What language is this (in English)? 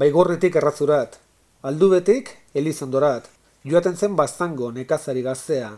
Basque